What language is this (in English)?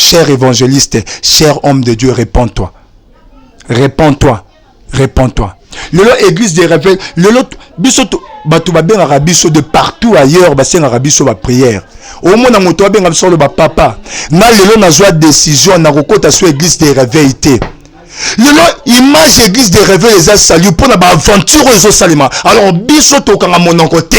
Lingala